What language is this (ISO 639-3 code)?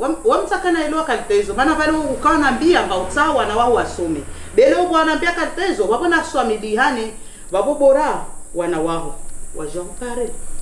swa